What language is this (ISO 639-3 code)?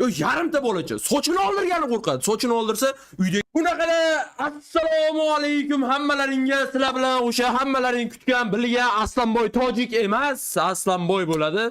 uzb